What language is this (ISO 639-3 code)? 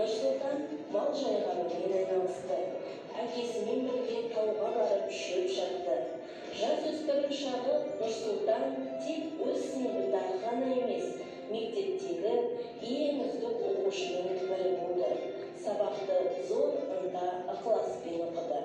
kaz